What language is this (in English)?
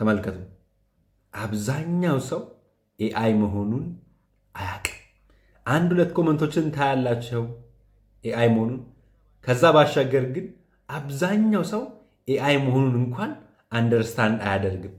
Amharic